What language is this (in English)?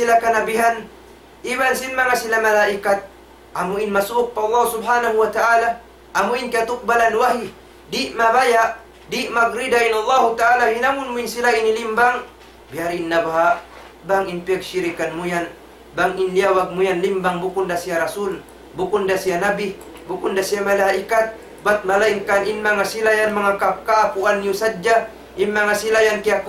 Tausug